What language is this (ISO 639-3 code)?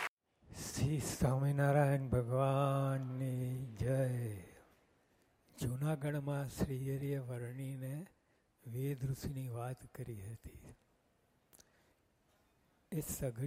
guj